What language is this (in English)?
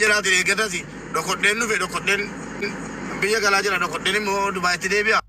Oromo